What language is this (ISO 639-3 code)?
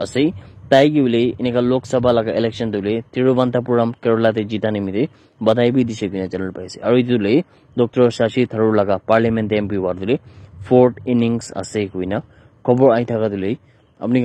nag